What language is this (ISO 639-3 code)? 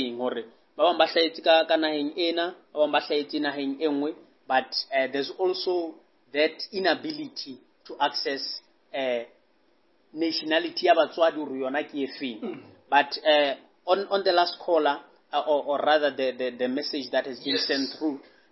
sot